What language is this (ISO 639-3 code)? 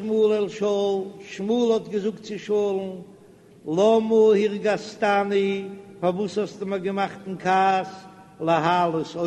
yid